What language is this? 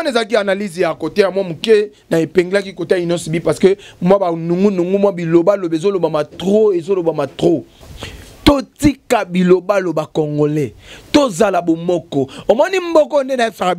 Lingala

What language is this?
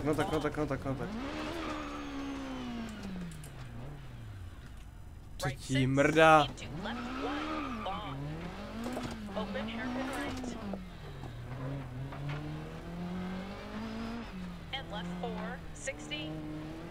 Czech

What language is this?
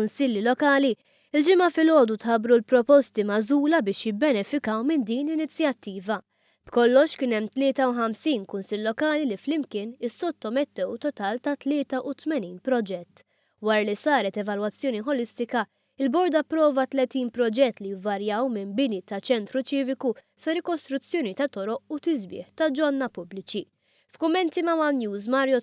Maltese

